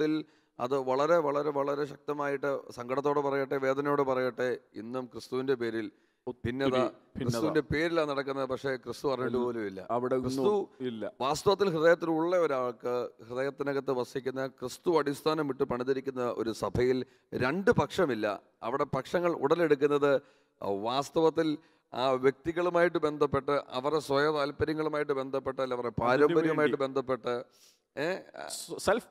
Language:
Malayalam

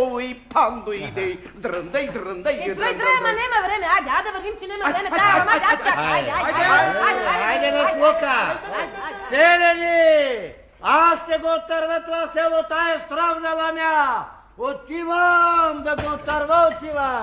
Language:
Bulgarian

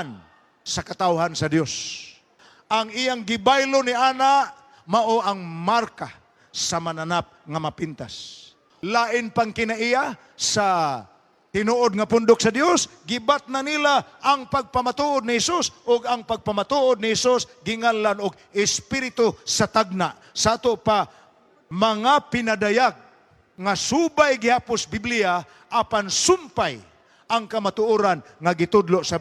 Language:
Cebuano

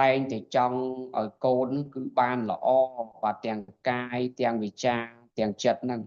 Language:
Khmer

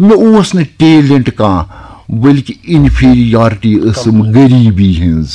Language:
Kashmiri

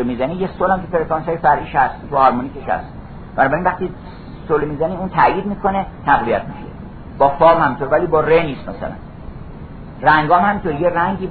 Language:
Persian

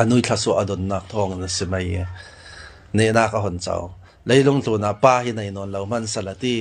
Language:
Falam Chin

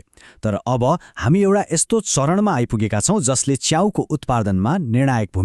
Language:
Nepali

